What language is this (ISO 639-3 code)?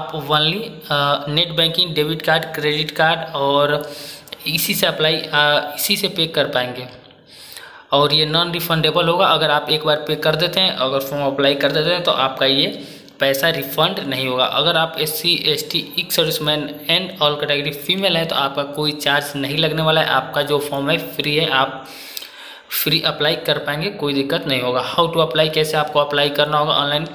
hin